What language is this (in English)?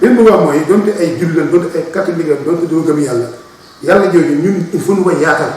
Wolof